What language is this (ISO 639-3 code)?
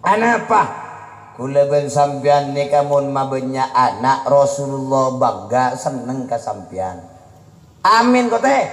mad